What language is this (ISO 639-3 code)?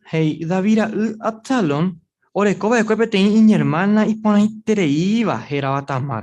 grn